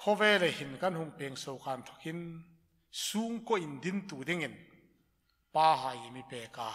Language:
Hmar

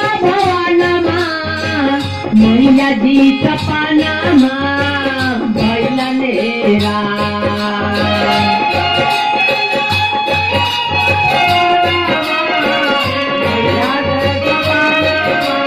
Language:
Bhojpuri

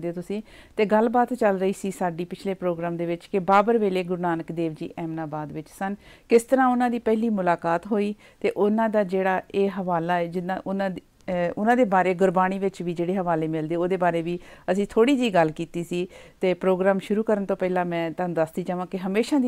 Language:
Punjabi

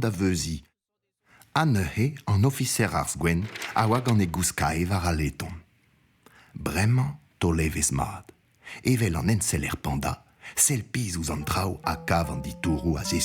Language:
Breton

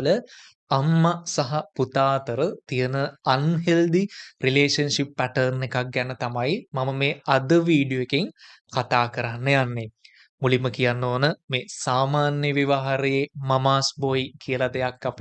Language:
Sinhala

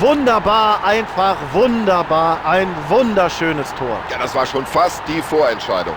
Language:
Bavarian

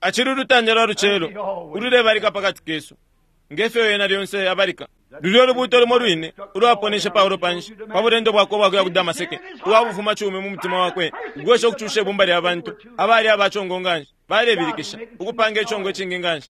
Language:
Bemba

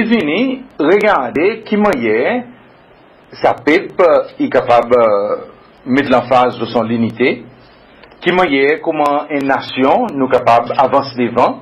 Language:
Seselwa Creole French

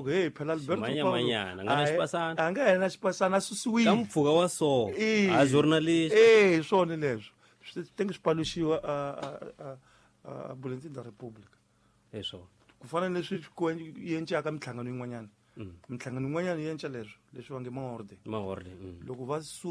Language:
Tsonga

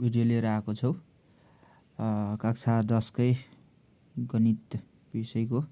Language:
Nepali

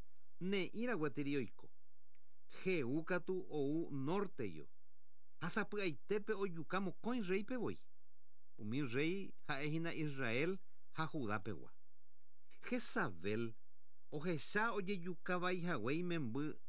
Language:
Guarani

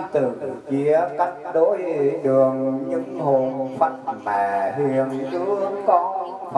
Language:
Vietnamese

